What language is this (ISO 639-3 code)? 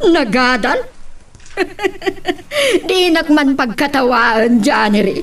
ilo